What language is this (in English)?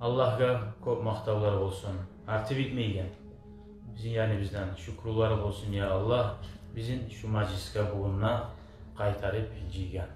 Kumyk